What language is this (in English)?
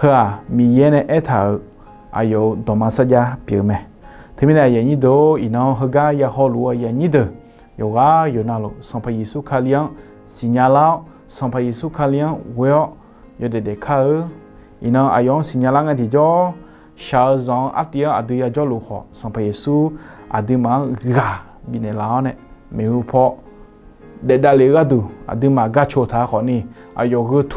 Akha